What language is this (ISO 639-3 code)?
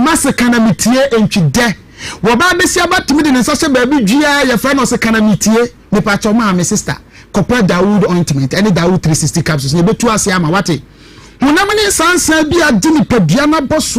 aka